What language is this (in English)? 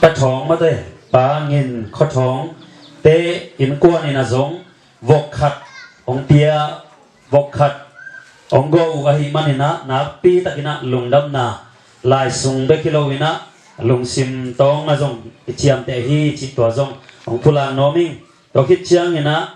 Tedim Chin